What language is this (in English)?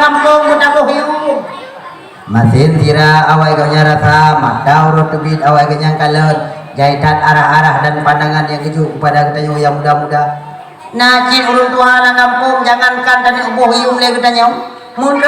Achinese